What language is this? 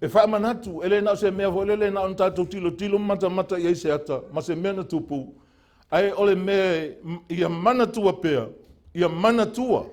Samoan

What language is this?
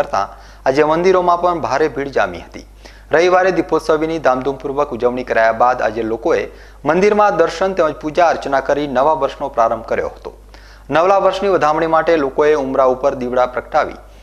Gujarati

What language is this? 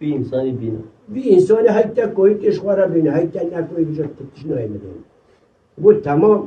Kurdish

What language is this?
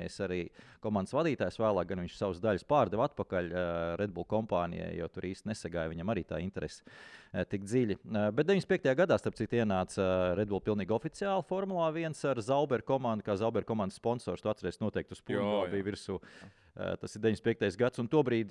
Latvian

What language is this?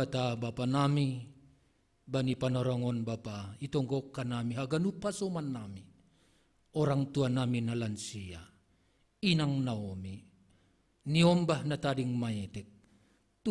Batak Simalungun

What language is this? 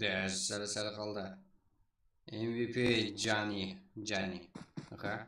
Kara-Kalpak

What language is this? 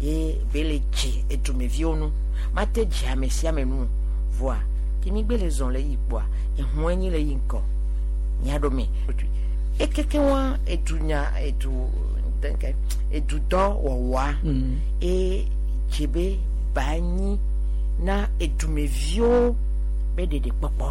Gen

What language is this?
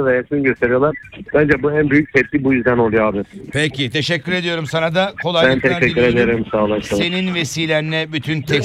Turkish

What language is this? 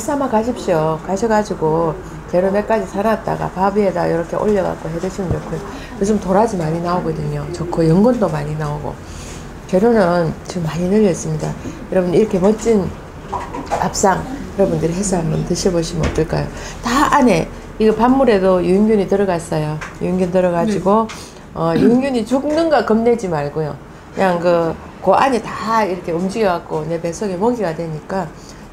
Korean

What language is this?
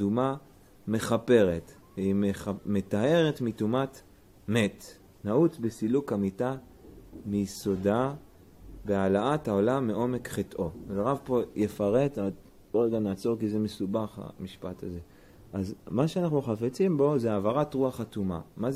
Hebrew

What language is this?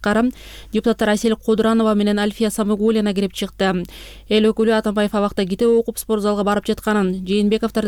Kyrgyz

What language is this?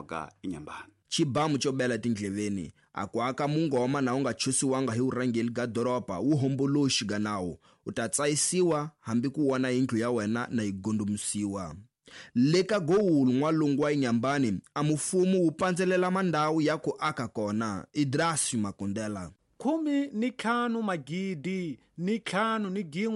Tsonga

